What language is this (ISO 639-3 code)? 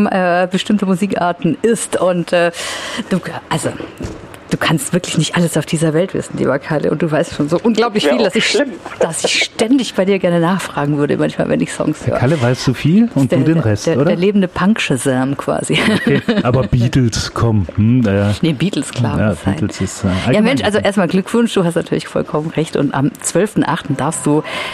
deu